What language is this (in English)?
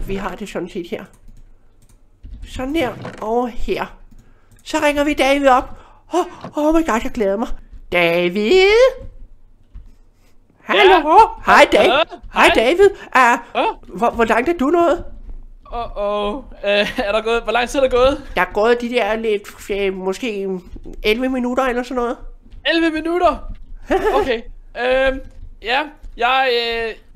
Danish